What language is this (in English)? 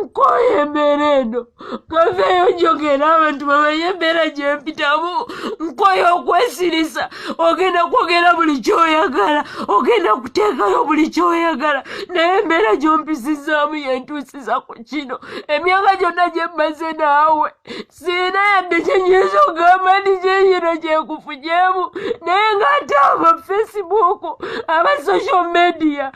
Ganda